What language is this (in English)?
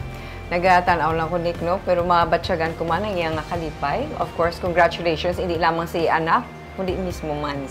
Hiligaynon